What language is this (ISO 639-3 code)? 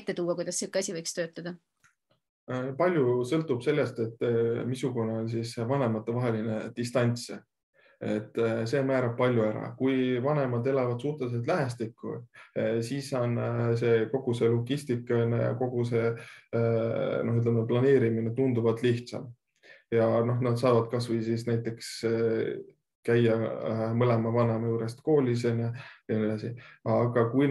est